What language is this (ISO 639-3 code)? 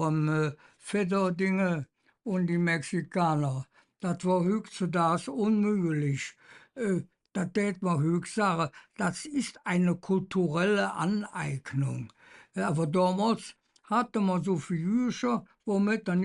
ksh